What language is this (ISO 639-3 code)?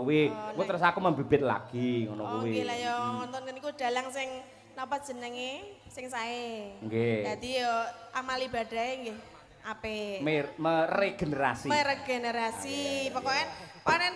jav